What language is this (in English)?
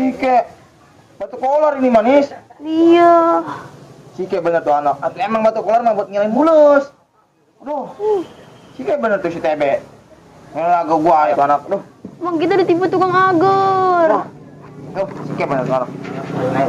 Betawi